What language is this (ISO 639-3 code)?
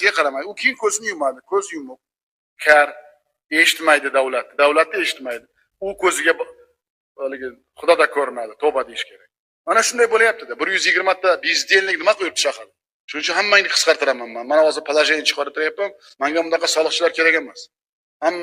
uzb